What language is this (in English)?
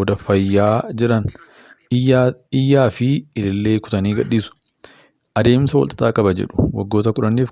Oromo